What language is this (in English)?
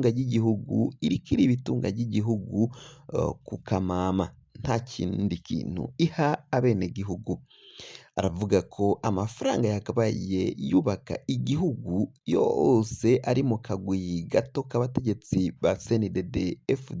Rundi